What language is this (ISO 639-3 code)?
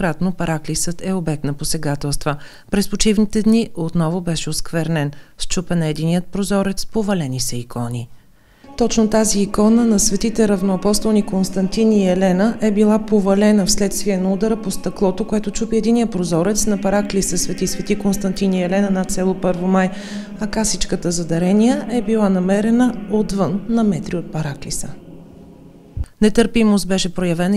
bul